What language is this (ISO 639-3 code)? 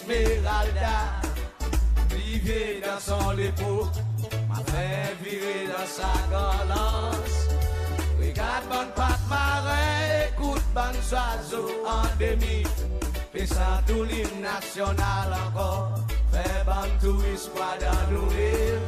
crs